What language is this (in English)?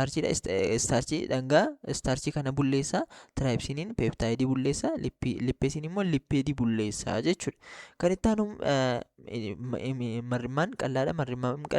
Oromo